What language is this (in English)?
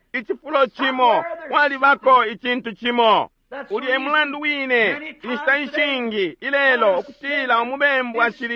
Bemba